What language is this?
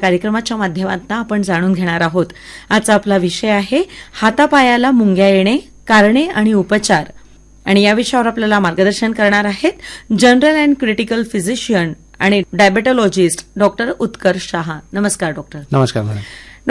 Marathi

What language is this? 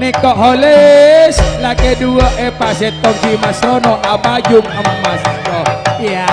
Madurese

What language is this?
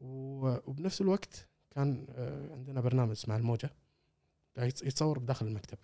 Gulf Arabic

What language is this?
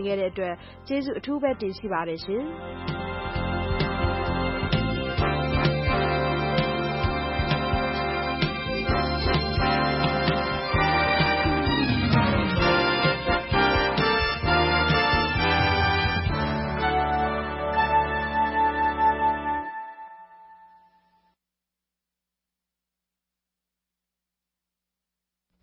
Burmese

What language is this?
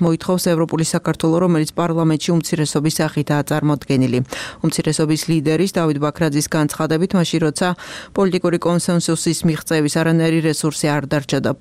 Georgian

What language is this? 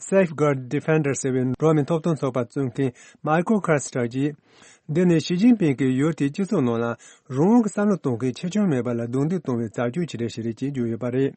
Tibetan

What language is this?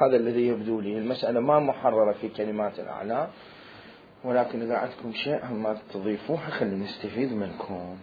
Mesopotamian Arabic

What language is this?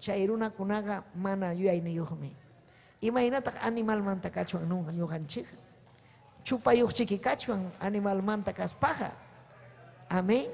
Ayacucho Quechua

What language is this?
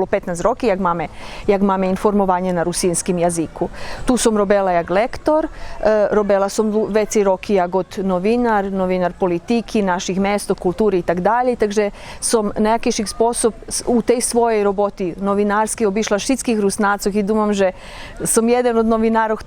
Rusyn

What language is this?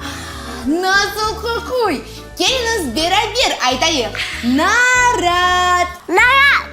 Crimean Tatar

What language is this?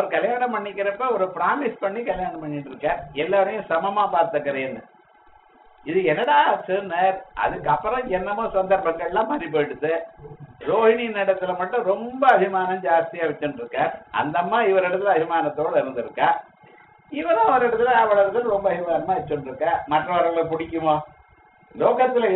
Tamil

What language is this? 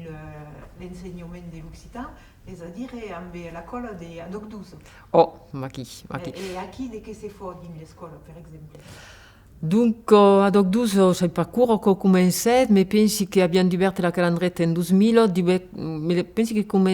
Occitan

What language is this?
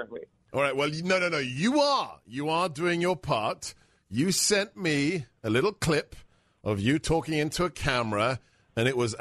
English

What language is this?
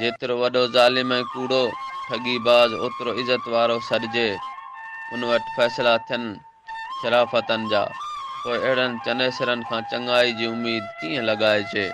Sindhi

